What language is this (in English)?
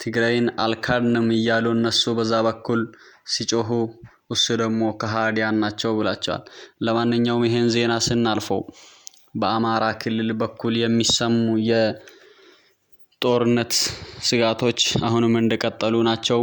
Amharic